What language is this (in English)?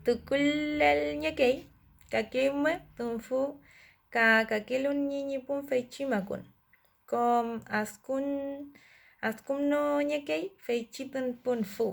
Mapuche